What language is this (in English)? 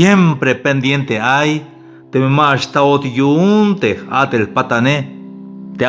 Tzeltal